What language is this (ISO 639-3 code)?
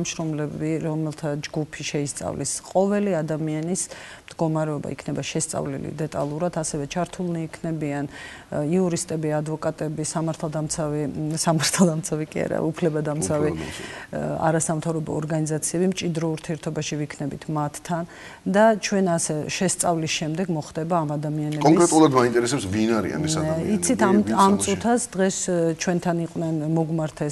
kat